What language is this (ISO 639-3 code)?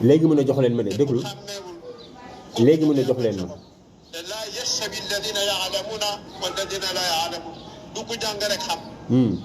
wol